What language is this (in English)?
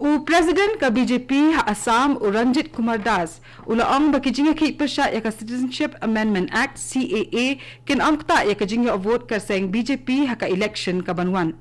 Khasi